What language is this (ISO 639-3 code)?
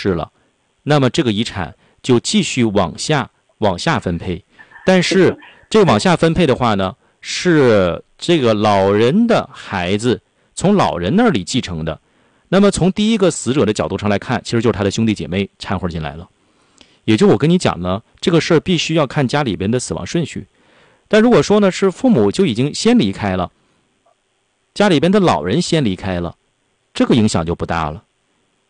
zho